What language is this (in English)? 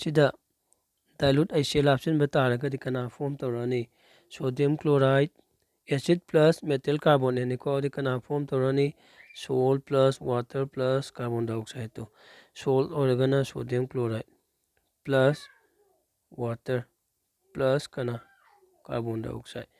Manipuri